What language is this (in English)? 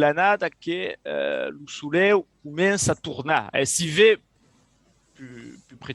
Occitan